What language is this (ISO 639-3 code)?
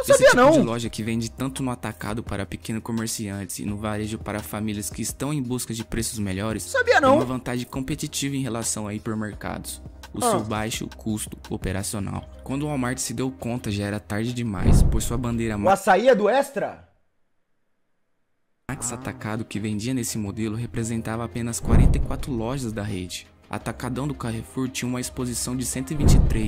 por